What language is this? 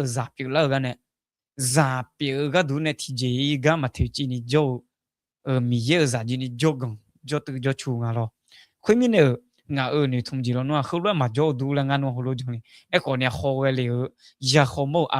Akha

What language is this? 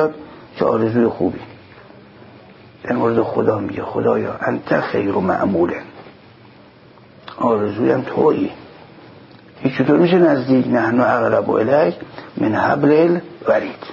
Persian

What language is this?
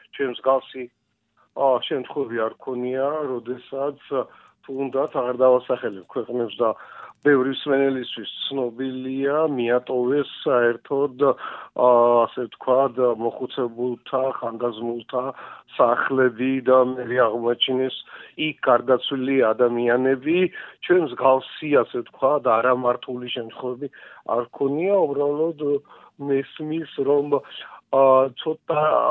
Georgian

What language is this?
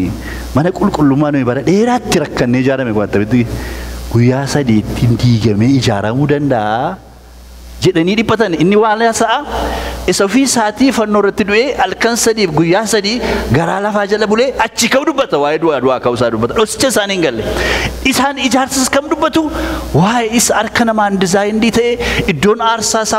Oromo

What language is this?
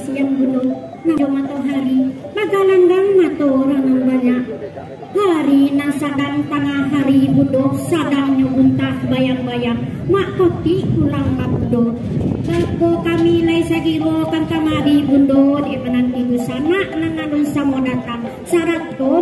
Minangkabau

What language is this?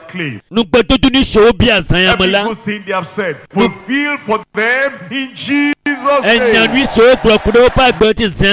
Ewe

